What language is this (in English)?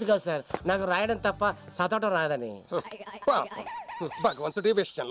Telugu